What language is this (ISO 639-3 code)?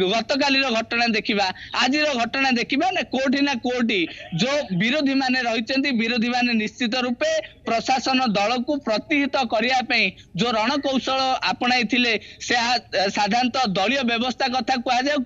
ori